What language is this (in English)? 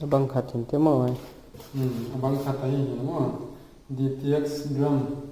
Paite Chin